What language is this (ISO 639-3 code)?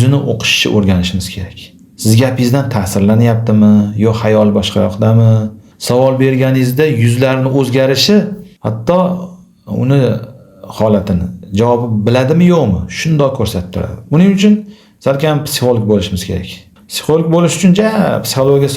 uzb